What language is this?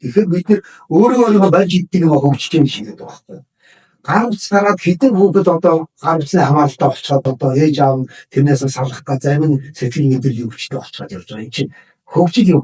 Mongolian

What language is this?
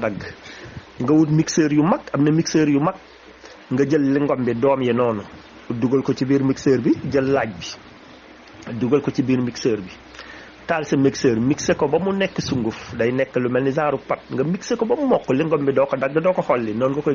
Wolof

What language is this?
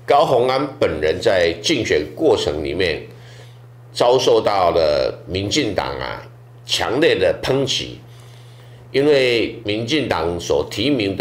Chinese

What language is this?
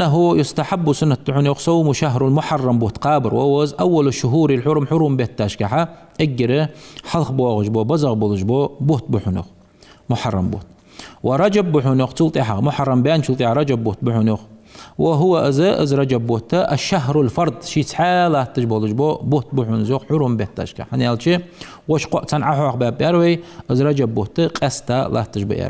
Ingush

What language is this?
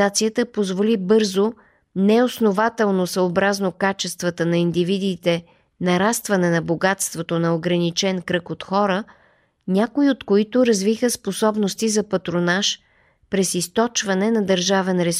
Bulgarian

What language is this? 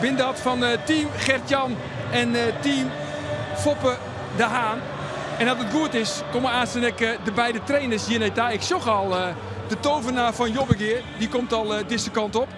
Western Frisian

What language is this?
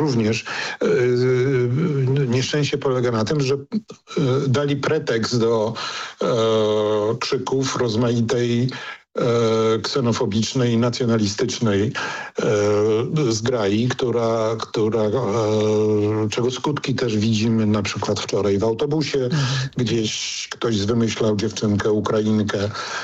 Polish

